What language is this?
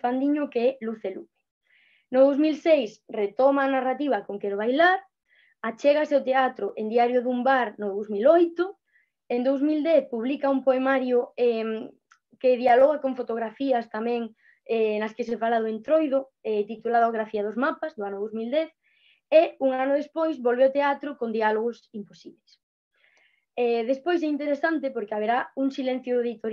Galician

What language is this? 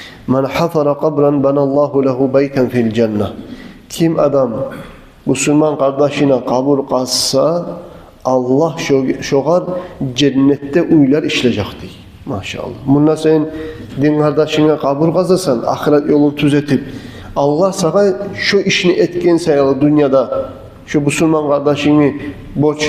Kumyk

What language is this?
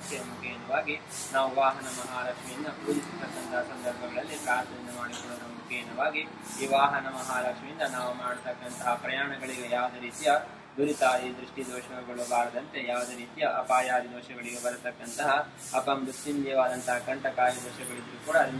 Kannada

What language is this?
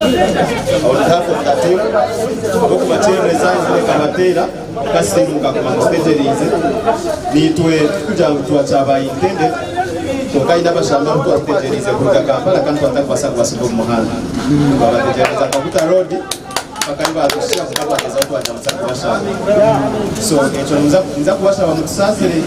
Nyankole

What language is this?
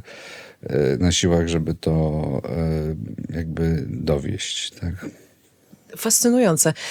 Polish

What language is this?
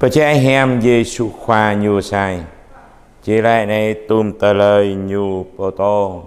Jarai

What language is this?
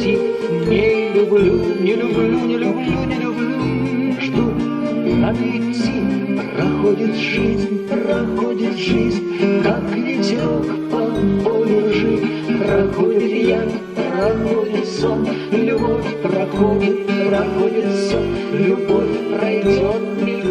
Russian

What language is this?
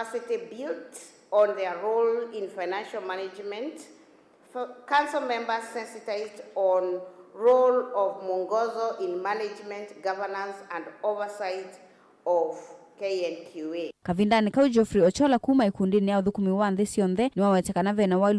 Kamba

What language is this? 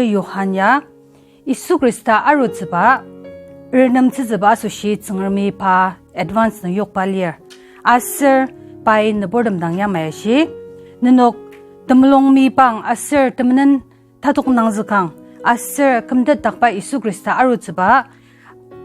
Ao Naga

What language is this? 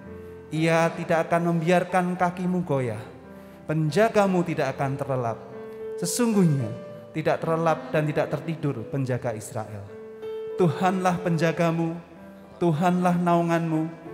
Indonesian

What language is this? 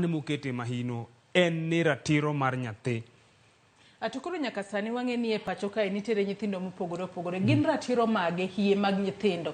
Luo (Kenya and Tanzania)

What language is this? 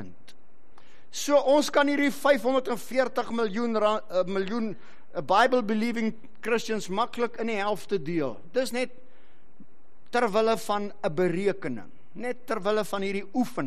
Afrikaans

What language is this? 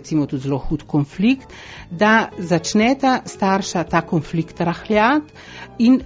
Slovenian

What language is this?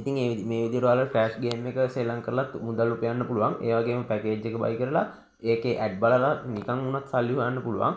Sinhala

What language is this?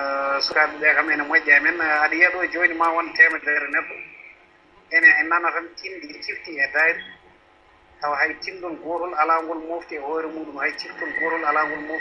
Fula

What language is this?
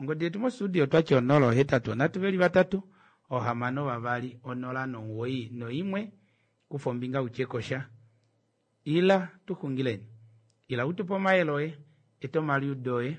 Kuanyama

